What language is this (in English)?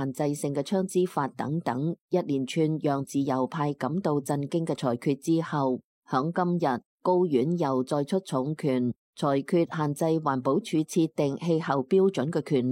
Cantonese